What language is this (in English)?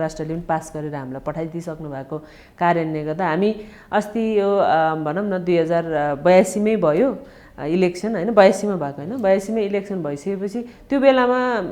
Nepali